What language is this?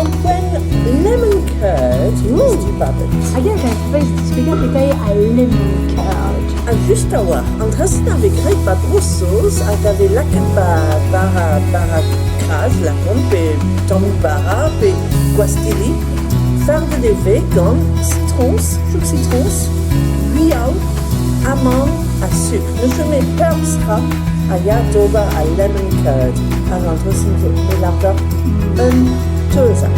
Breton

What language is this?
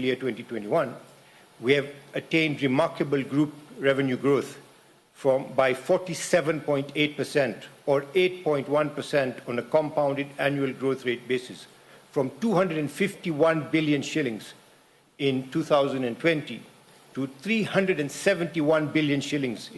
Meru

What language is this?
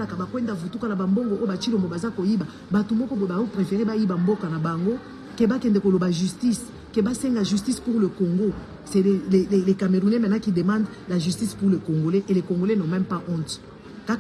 Lingala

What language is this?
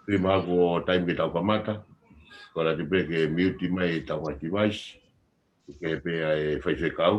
Tongan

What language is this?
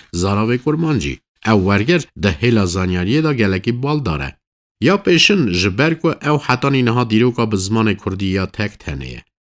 Kurdish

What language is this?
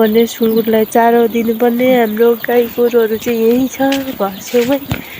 Nepali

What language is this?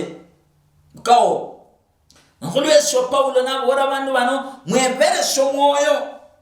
Luyia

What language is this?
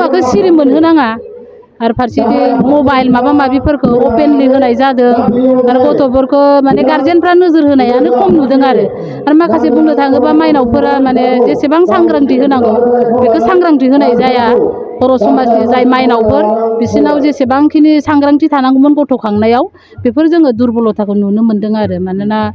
Bodo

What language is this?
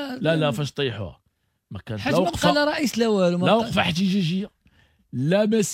Moroccan Arabic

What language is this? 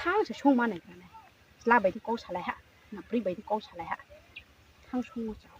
Riang (India)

